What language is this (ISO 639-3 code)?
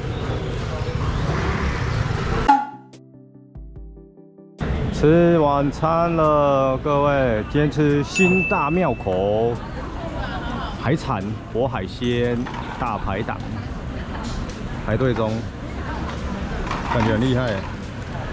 zho